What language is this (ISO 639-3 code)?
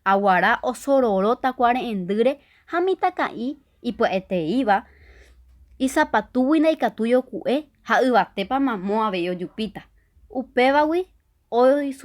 grn